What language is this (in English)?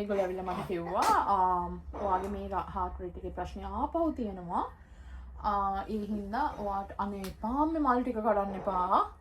Sinhala